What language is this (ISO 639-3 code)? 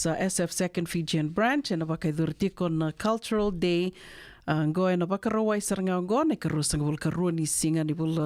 fij